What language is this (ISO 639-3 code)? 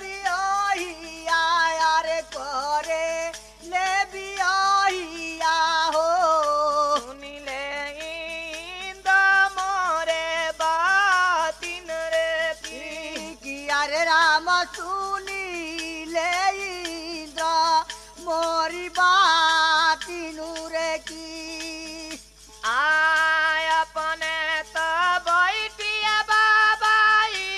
bho